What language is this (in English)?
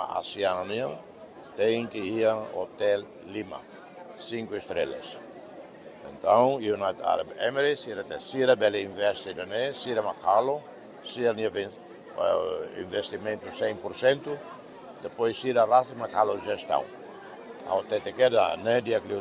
Tetum